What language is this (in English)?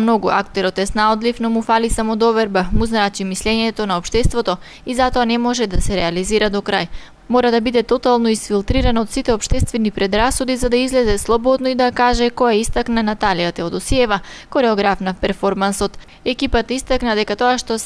Macedonian